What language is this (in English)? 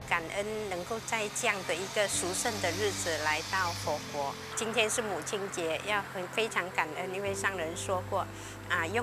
Chinese